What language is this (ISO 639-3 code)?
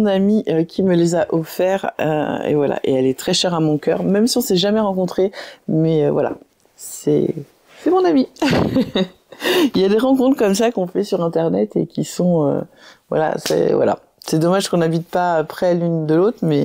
fra